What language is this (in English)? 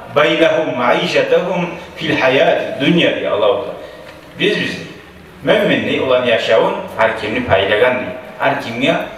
Kumyk